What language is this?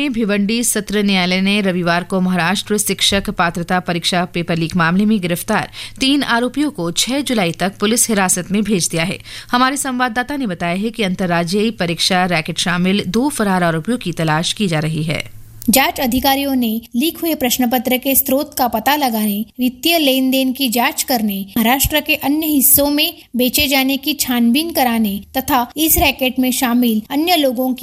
Hindi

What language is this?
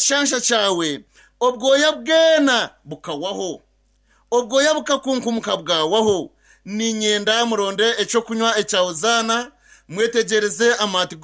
Kinyarwanda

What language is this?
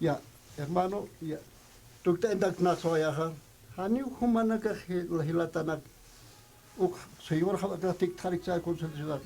Aymara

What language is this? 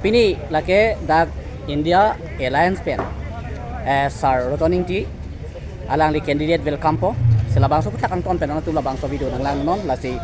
Karbi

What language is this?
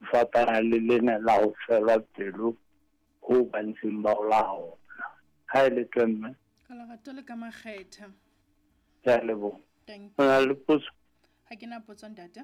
Southern Sotho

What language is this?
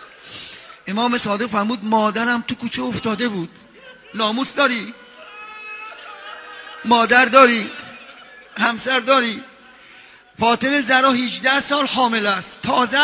Persian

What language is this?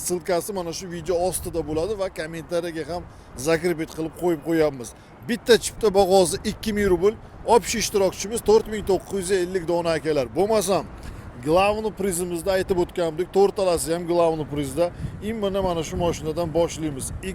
Uzbek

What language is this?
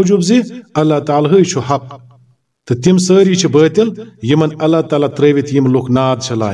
Kashmiri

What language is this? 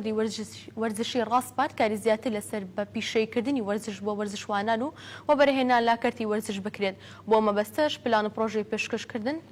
Central Kurdish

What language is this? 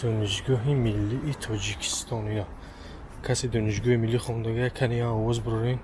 Tajik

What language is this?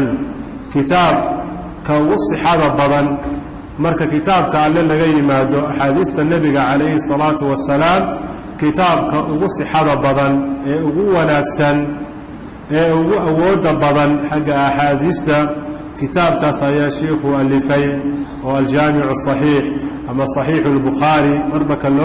Somali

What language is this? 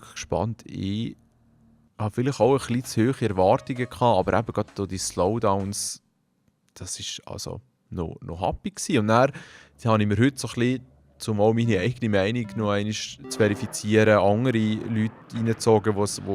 Swiss German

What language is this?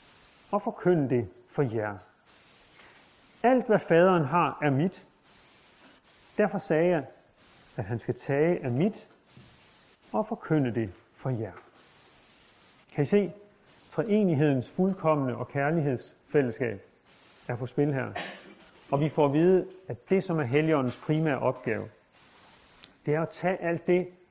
Danish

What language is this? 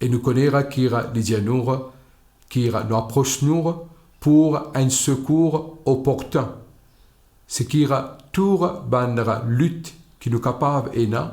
Morisyen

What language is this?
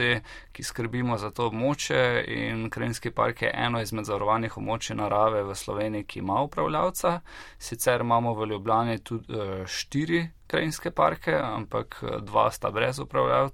Slovenian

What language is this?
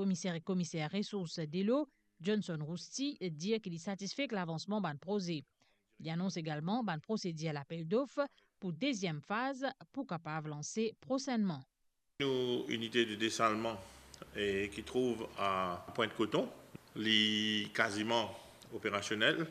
Morisyen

